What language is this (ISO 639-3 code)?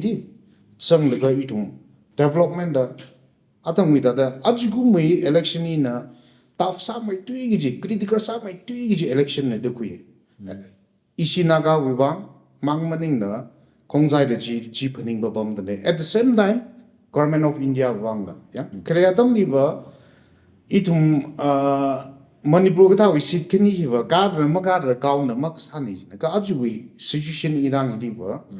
nmf